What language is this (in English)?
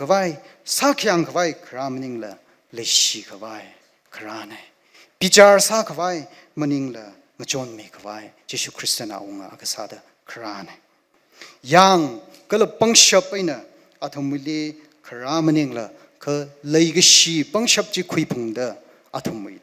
Tangkhul Naga (India)